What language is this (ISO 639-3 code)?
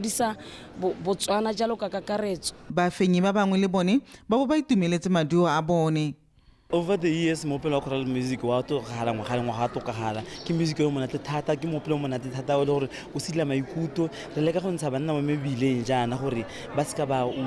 tsn